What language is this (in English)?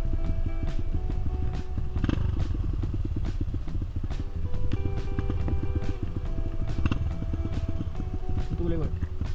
Malay